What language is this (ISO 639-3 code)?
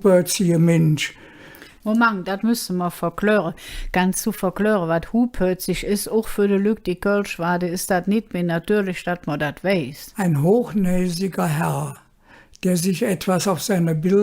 ksh